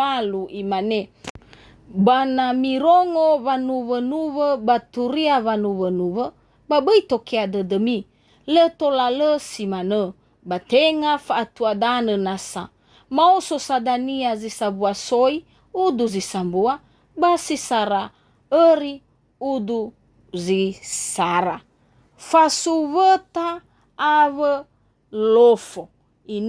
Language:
Nias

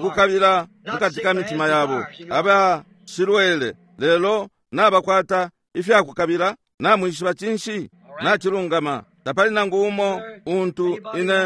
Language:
Bemba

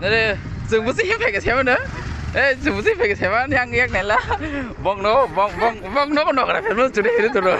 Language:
Kok Borok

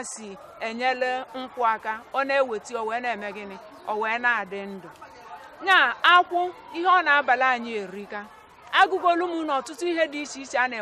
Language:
Igbo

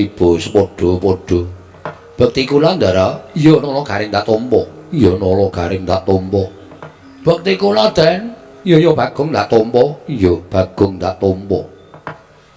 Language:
Javanese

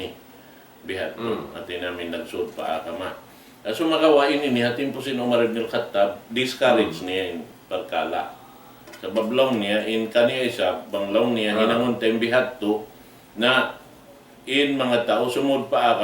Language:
Tausug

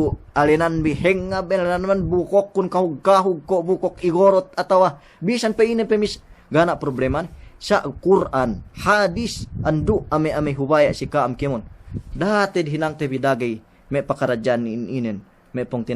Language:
Yakan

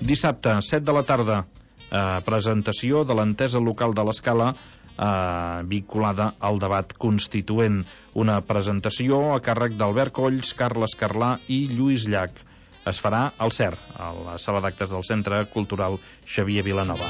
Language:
Catalan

